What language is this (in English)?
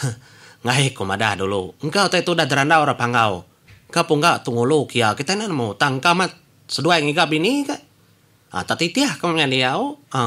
Iban